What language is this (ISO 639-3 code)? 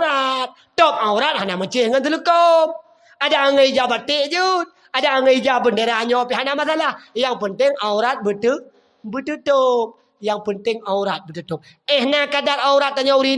ace